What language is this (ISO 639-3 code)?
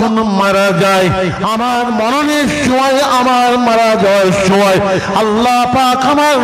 ben